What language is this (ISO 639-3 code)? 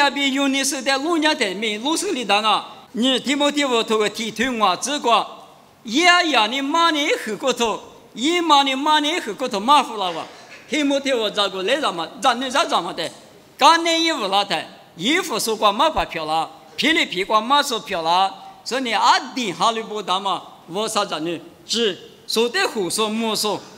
lis